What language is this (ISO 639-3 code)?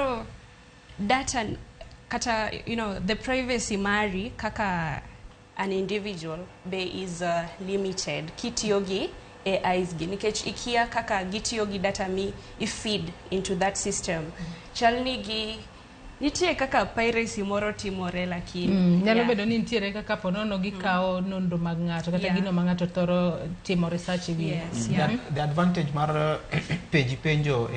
luo